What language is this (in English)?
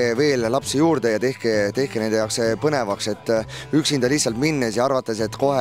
Estonian